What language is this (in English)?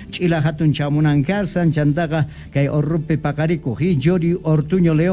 South Bolivian Quechua